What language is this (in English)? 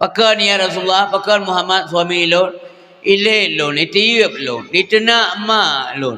Achinese